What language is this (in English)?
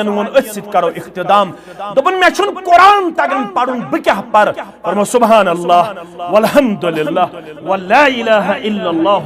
Kashmiri